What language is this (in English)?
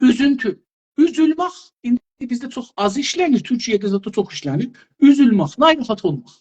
South Azerbaijani